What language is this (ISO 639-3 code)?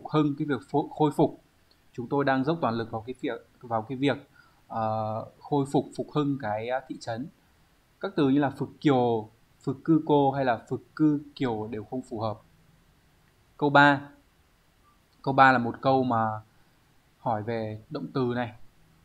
vie